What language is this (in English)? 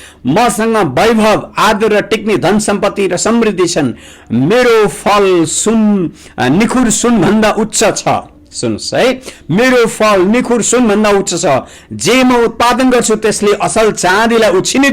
Nepali